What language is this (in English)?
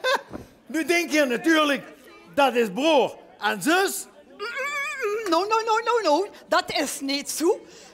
Limburgish